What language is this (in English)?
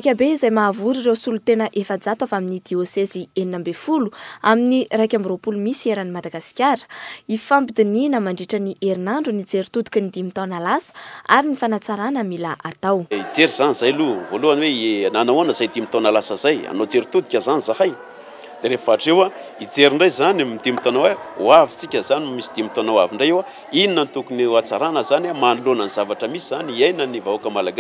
Malagasy